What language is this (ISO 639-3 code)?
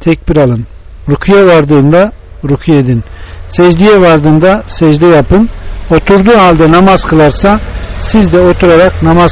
tur